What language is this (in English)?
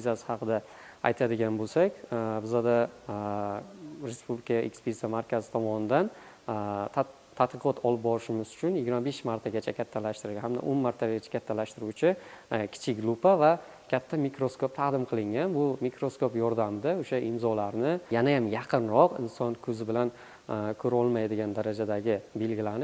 Uzbek